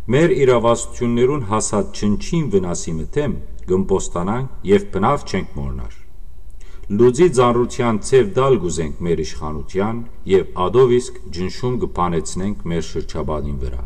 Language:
Western Armenian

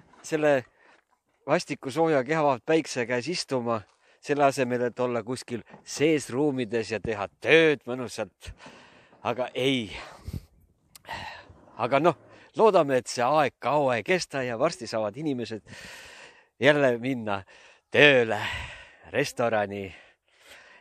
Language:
Estonian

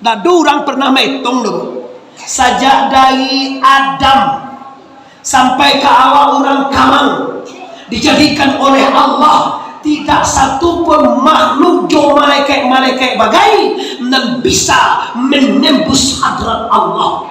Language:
Minangkabau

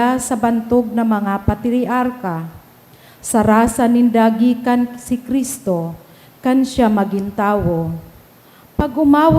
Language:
Bikol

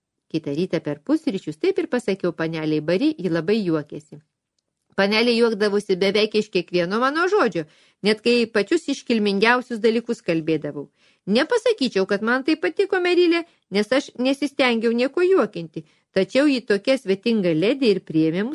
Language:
Lithuanian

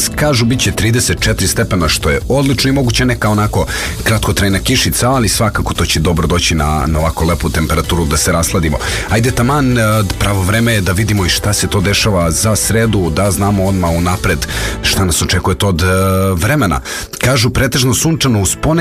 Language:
Serbian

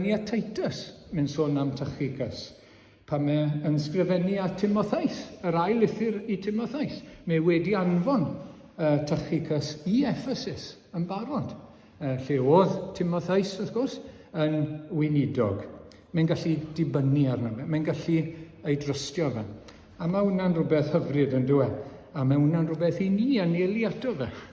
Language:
Welsh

